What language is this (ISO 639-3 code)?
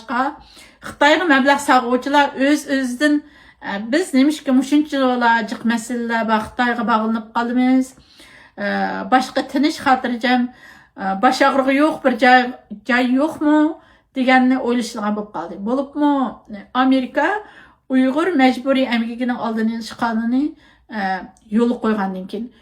uig